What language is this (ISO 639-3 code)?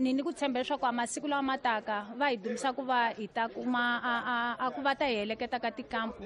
tso